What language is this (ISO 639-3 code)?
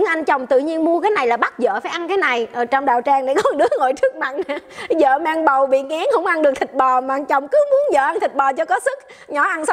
vie